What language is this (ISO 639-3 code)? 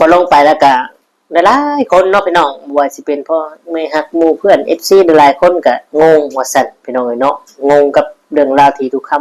tts